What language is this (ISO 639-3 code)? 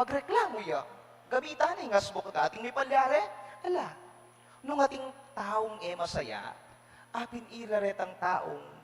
pam